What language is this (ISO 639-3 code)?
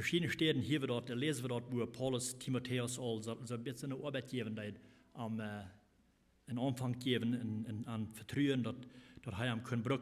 pdt